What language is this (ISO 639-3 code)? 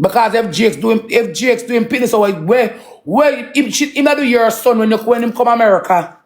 jam